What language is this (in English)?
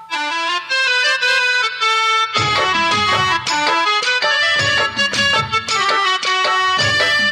Kannada